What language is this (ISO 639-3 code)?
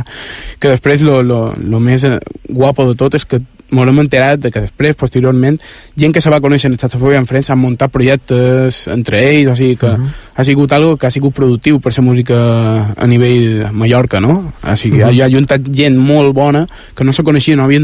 cat